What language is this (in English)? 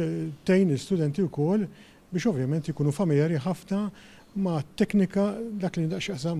Maltese